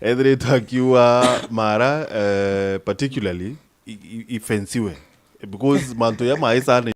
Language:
Meru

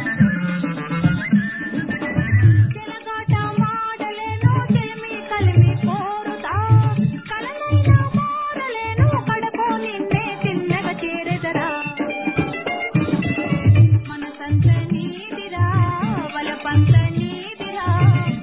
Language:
Telugu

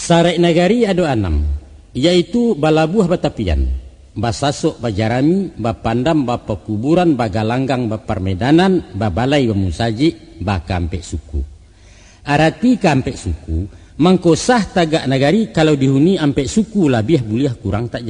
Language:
Minangkabau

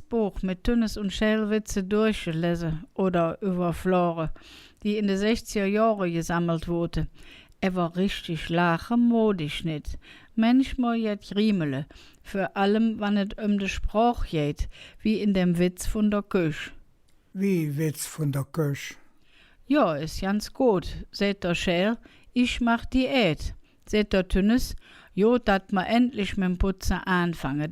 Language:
Colognian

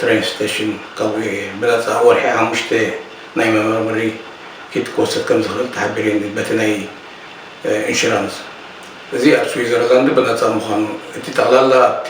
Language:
Tigrinya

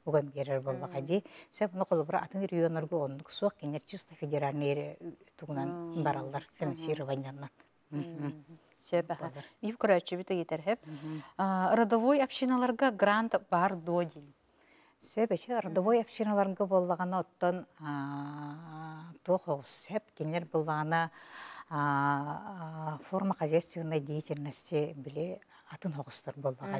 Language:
Yakut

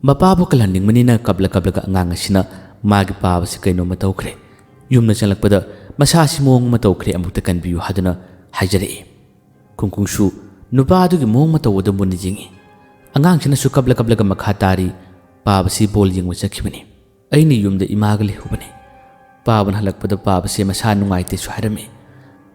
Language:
Manipuri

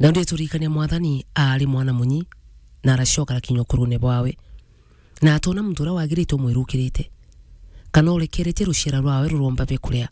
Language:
Meru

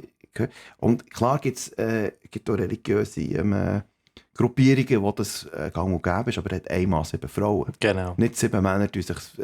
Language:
Swiss German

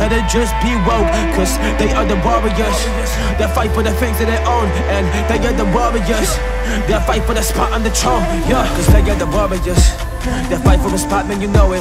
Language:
English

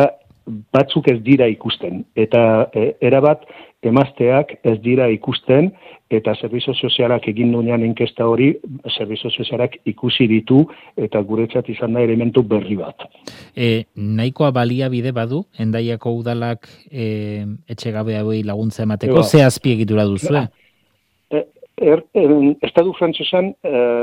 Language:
Basque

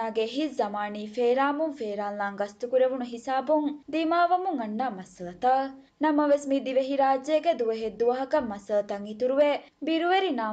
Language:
Divehi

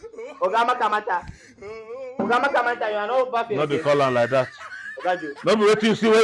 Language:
Nigerian Pidgin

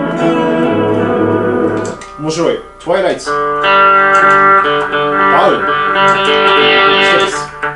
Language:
Japanese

